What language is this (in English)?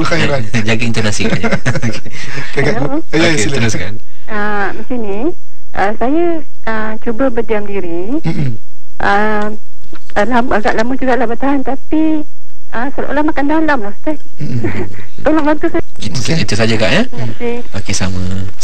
Malay